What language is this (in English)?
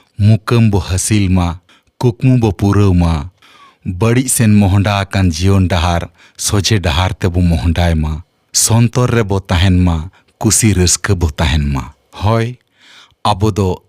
Santali